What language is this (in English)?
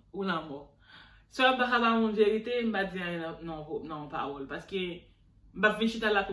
Haitian Creole